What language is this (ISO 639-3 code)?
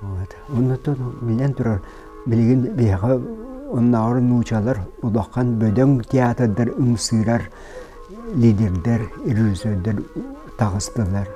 sah